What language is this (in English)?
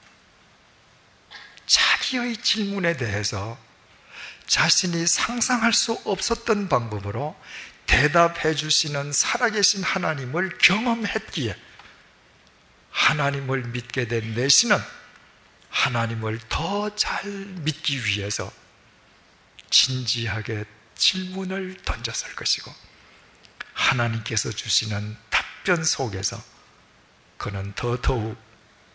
Korean